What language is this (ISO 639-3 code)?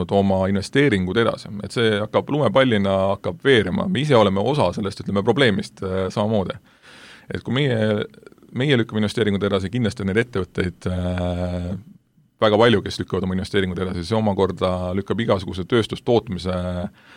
est